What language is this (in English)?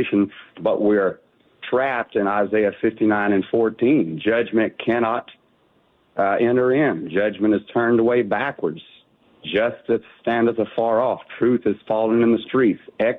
English